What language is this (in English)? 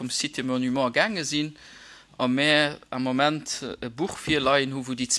Luxembourgish